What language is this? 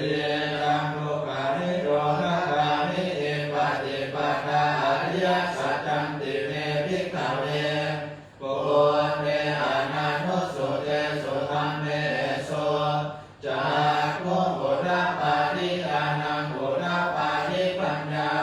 Pali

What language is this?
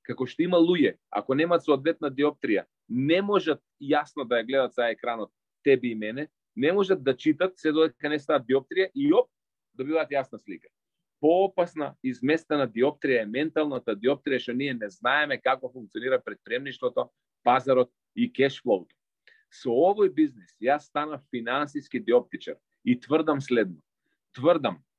Macedonian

